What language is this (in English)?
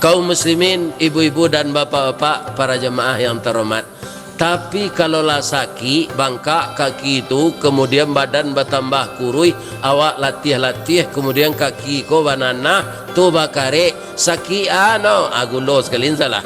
Minangkabau